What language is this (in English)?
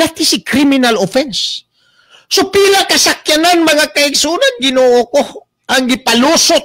Cebuano